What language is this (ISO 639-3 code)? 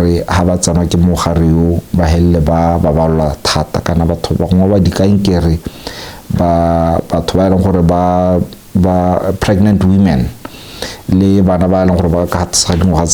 tsn